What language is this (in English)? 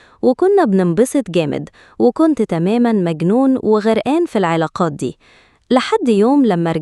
Egyptian Arabic